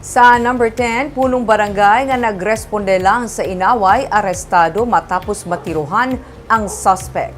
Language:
Hiligaynon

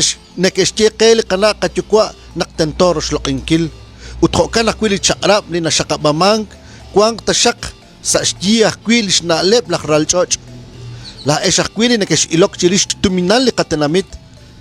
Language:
Kekchí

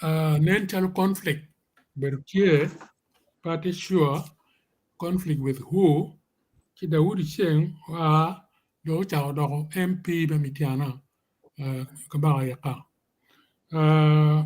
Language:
Acoli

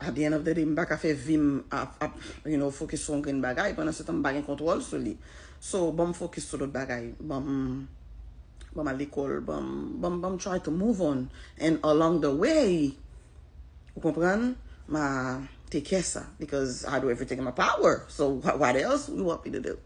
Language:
Haitian Creole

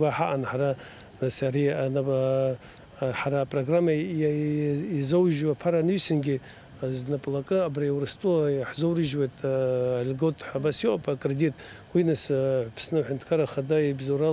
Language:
Abkhazian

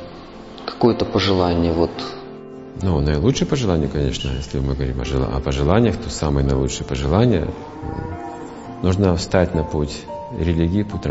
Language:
Russian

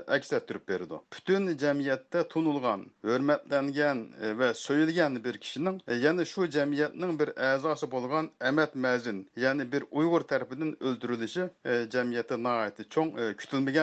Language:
Uyghur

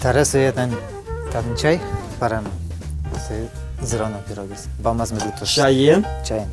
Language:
Udmurt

